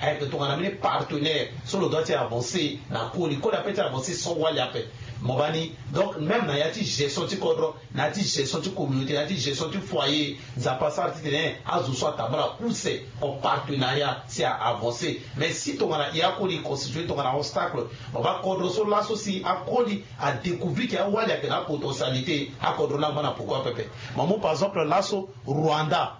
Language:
Sango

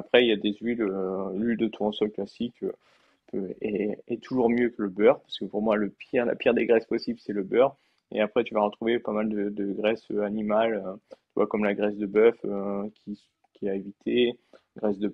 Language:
French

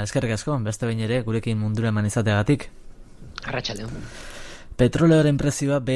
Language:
Basque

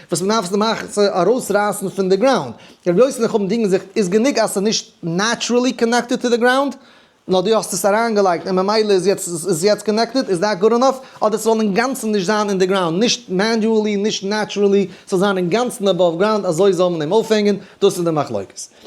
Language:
Yiddish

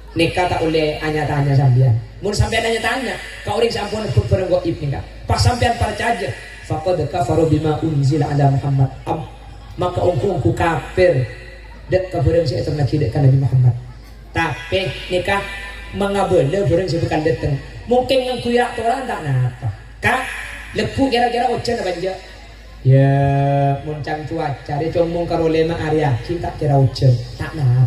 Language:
Madurese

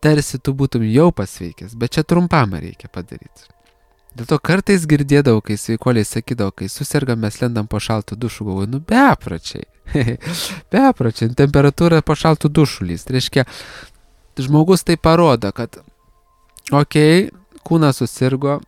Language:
Lithuanian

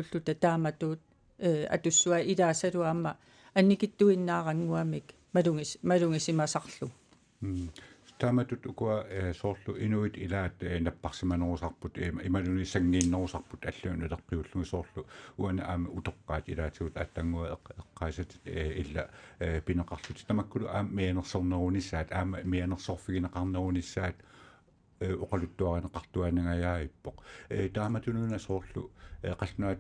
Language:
Kalaallisut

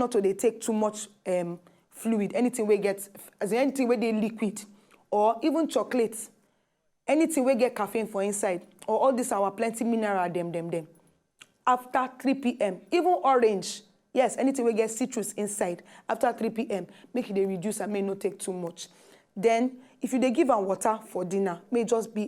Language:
Nigerian Pidgin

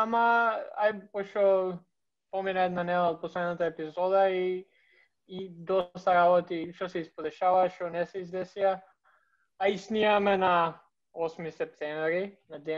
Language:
Macedonian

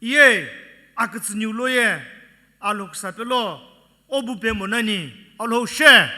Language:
Sumi Naga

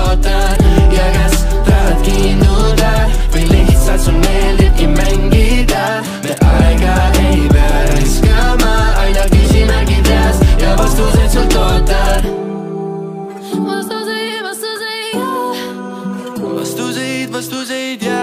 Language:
Estonian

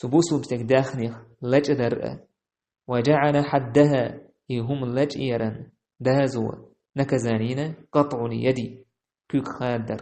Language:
Chechen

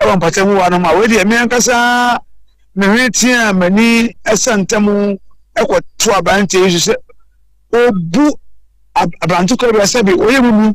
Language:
Akan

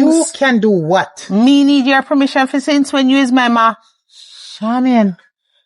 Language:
Jamaican Creole English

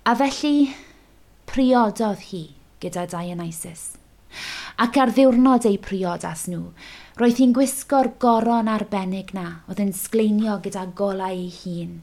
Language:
Welsh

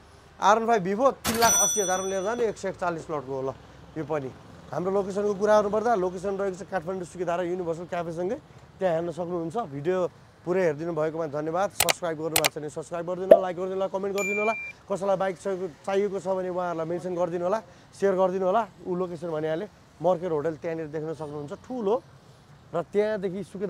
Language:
Nepali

